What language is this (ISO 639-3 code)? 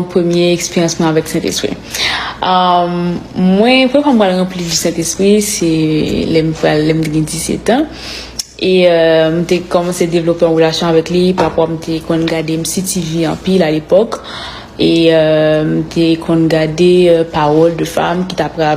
hat